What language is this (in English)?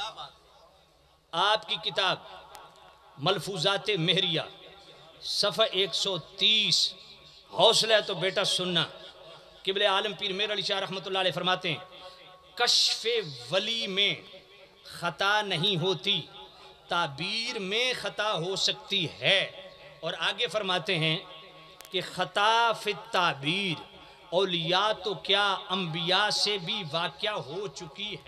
Urdu